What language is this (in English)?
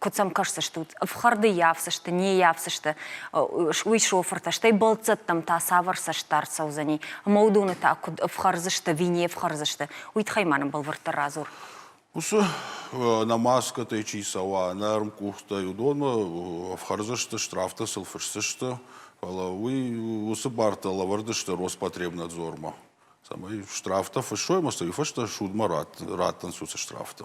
Ossetic